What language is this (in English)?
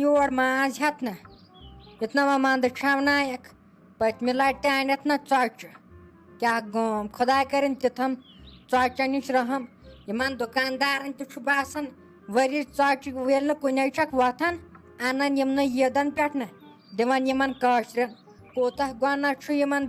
Kashmiri